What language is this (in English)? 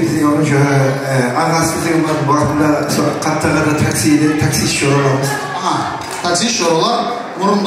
Kara-Kalpak